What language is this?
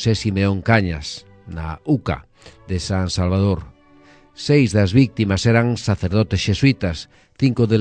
Galician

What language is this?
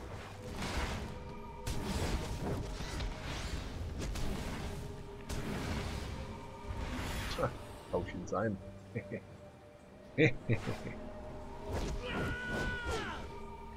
German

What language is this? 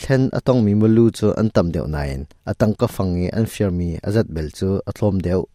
Hakha Chin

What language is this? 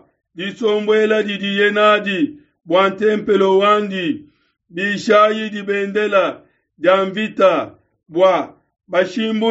Luba-Lulua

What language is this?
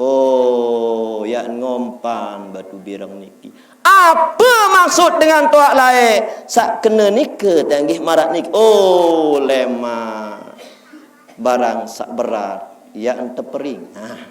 Sasak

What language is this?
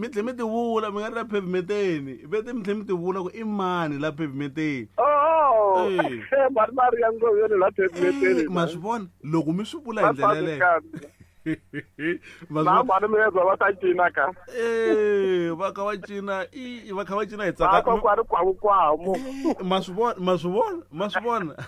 Tsonga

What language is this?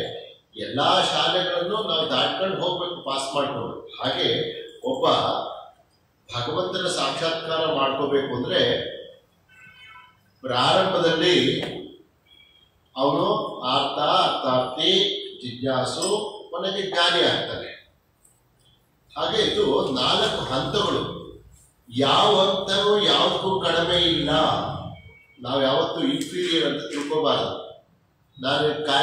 Kannada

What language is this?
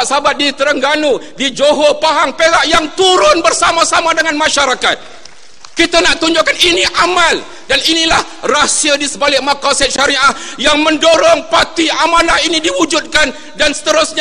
Malay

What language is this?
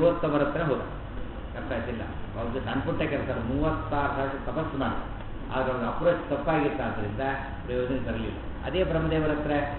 Kannada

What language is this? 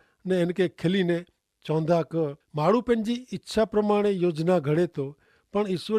Kachhi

